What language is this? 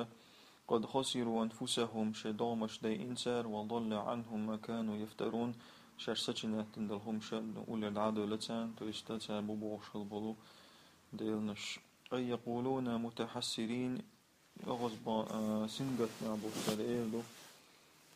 Chechen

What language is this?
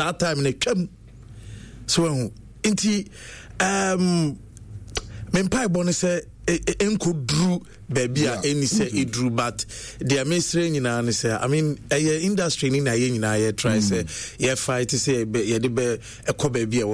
Akan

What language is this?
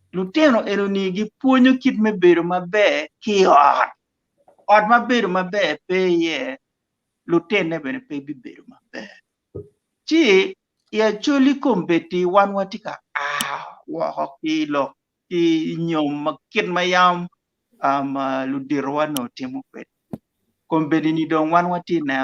Acoli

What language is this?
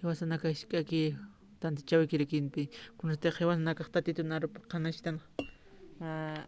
Aymara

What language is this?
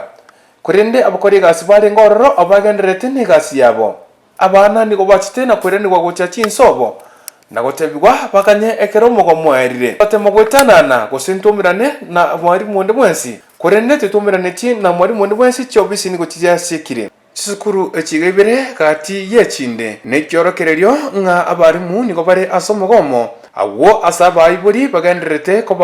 Gusii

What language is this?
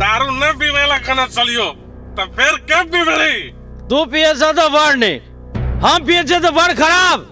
Maithili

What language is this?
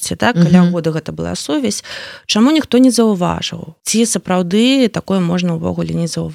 Belarusian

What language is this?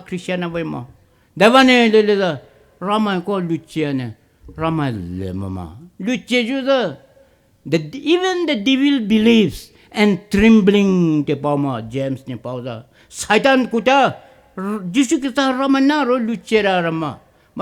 Poumei Naga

